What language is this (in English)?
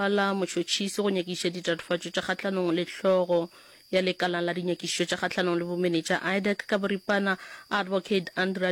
Northern Sotho